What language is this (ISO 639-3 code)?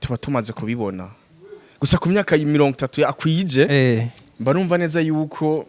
run